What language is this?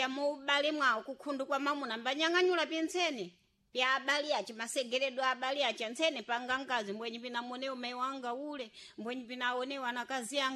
Sena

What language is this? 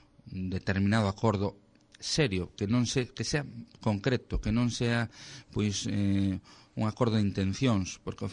Galician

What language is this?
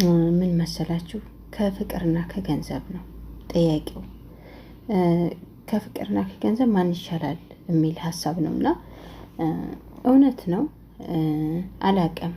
Amharic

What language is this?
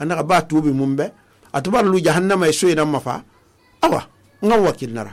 Susu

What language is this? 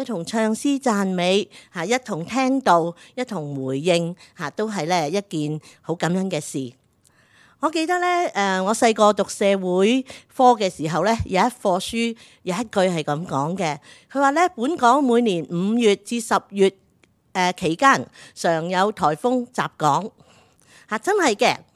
Cantonese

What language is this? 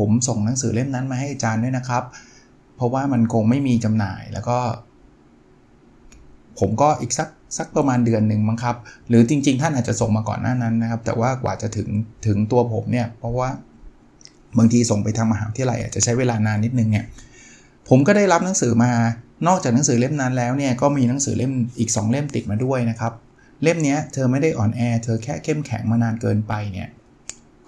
Thai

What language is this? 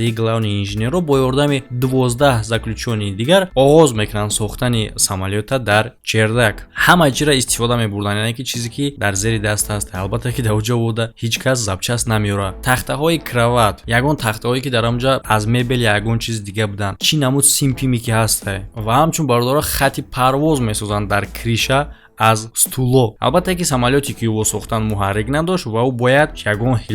Tajik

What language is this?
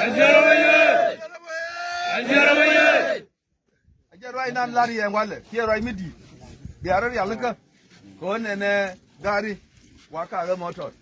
Nuer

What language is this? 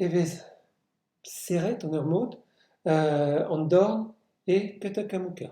Breton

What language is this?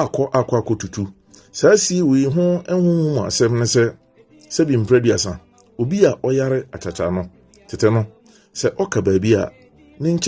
Akan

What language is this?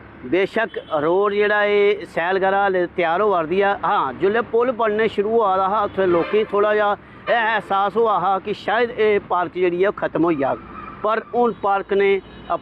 Dogri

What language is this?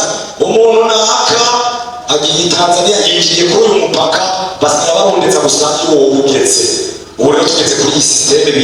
Rundi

